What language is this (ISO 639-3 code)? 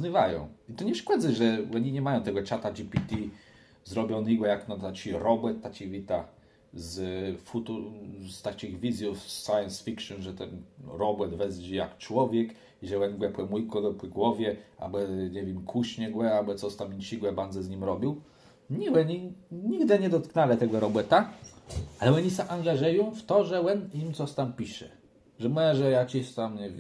csb